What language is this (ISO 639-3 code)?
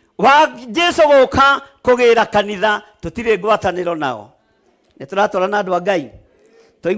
kik